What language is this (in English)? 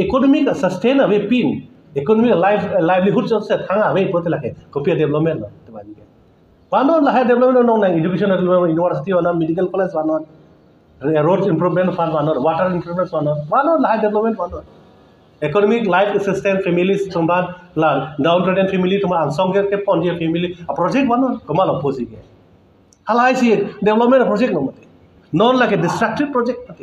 Karbi